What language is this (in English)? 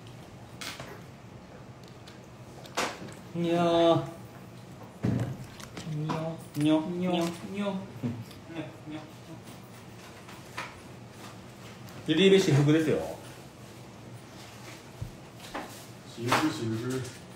Japanese